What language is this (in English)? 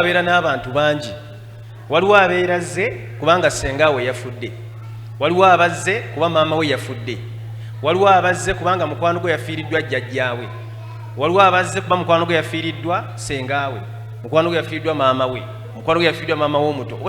Ganda